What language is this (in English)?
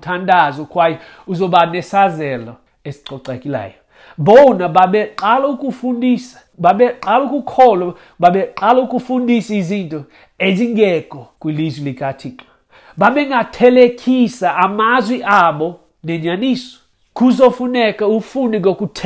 Xhosa